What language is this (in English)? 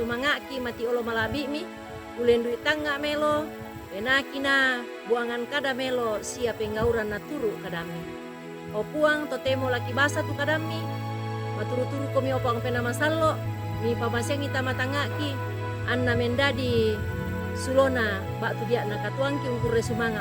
Toraja-Sa'dan